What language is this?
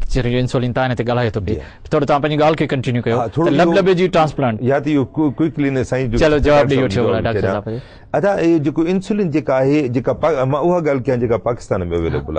Sindhi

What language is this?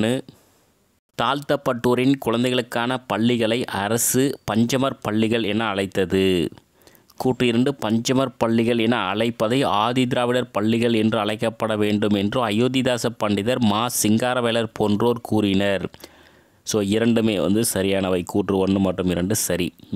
Tamil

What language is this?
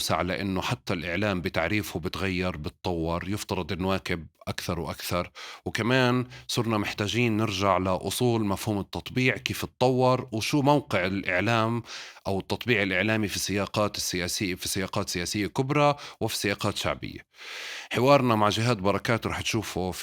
North Levantine Arabic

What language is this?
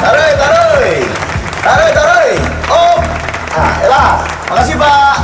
Minangkabau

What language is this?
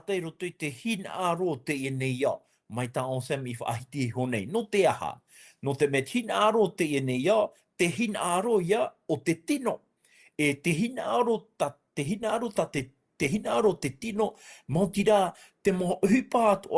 Tahitian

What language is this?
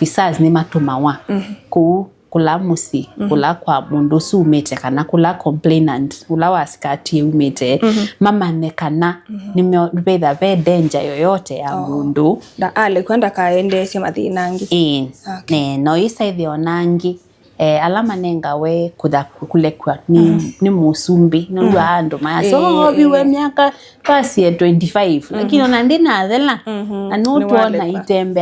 Kamba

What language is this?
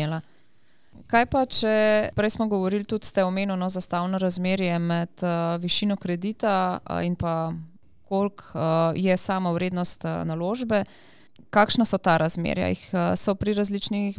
Slovenian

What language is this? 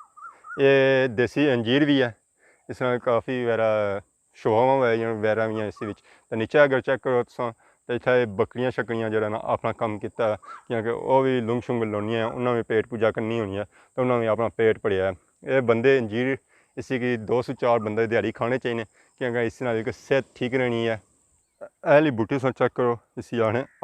Pahari-Potwari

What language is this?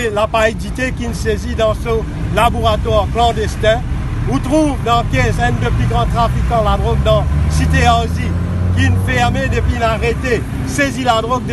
Morisyen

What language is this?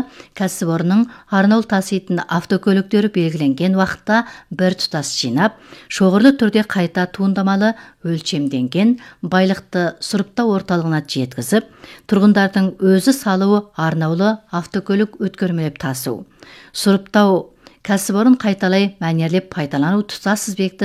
Kazakh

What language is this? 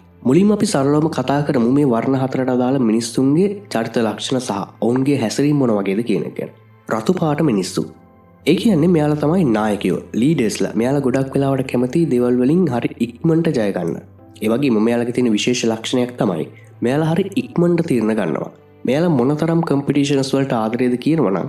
Sinhala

